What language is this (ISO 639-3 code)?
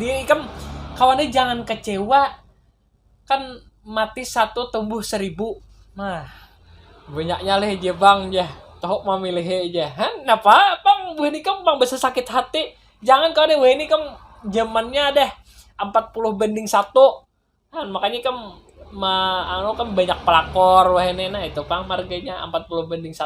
bjn